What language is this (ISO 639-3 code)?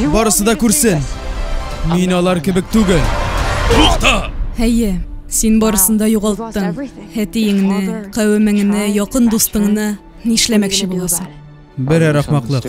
tat